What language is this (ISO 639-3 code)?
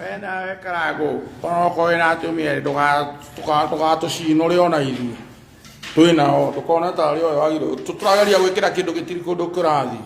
kik